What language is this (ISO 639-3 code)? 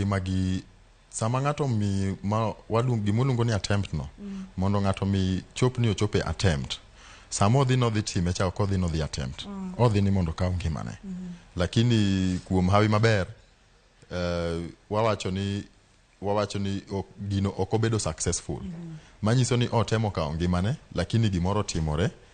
luo